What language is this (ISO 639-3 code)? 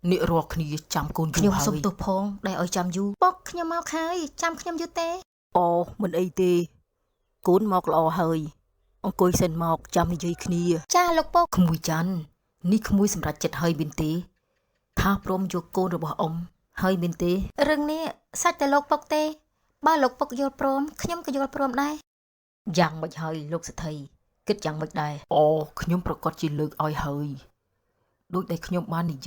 khm